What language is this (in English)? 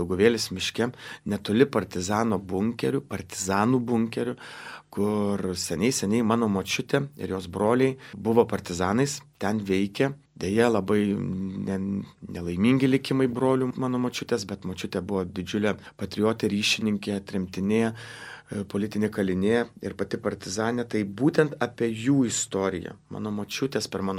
Lithuanian